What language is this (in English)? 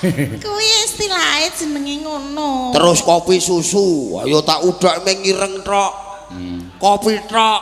Javanese